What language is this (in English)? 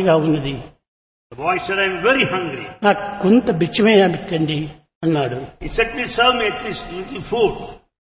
Telugu